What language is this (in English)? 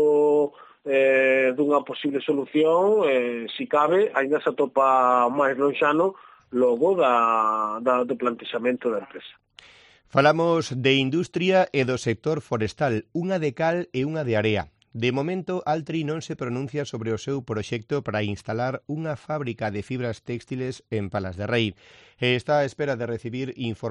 Galician